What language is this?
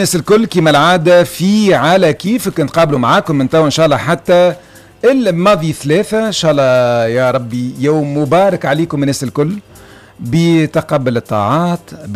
Tunisian Arabic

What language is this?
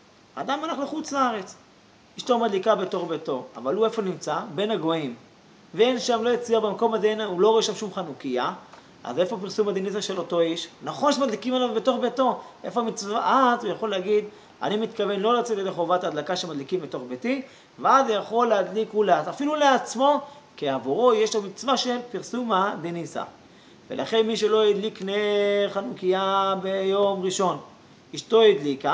Hebrew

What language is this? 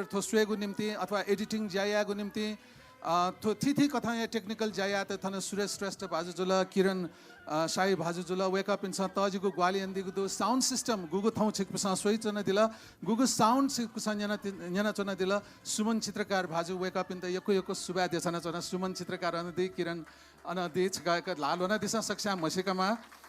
Newari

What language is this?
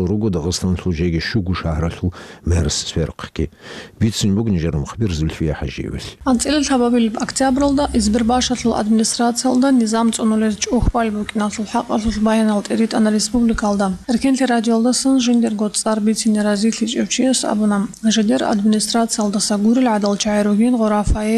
Avaric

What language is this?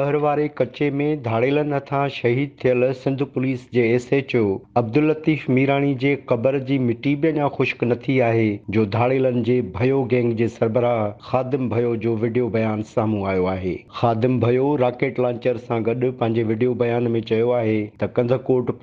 Sindhi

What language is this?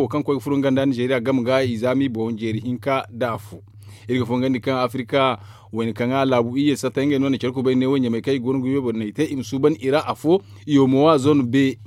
Zarma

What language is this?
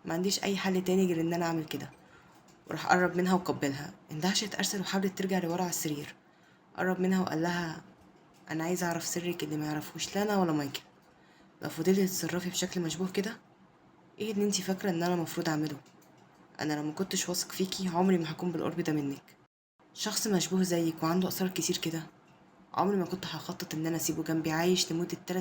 Egyptian Arabic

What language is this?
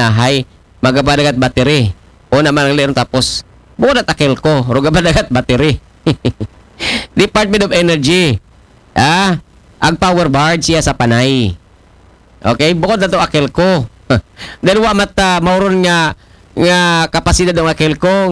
Aklanon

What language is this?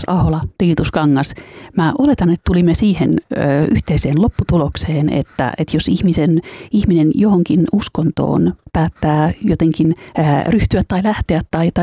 Finnish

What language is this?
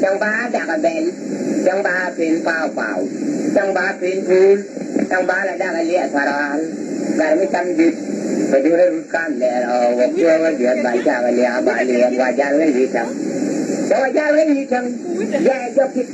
Nuer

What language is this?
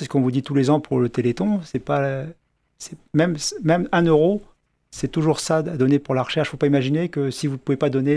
French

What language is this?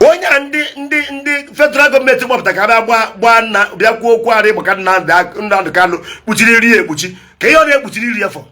Igbo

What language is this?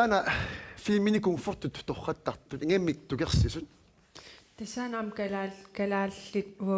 Kalaallisut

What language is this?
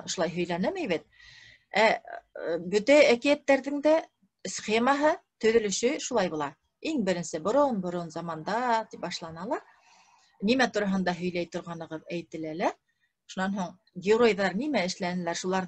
Bashkir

